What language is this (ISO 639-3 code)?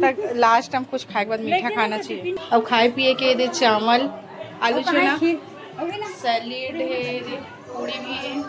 hne